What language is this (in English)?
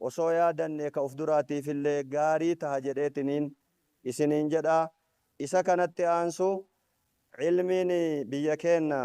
Oromo